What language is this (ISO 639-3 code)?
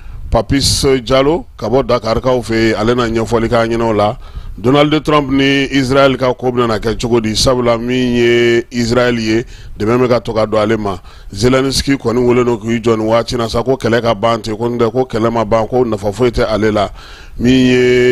bam